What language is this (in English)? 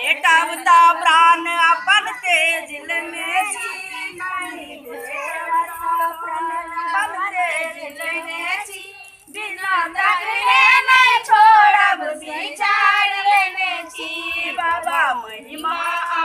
Maithili